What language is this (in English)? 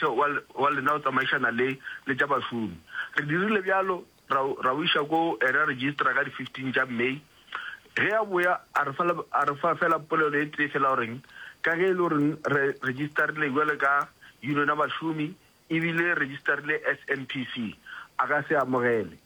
Northern Sotho